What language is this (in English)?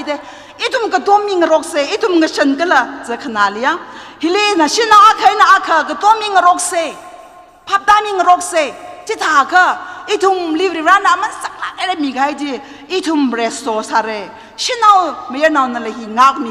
Tangkhul Naga (India)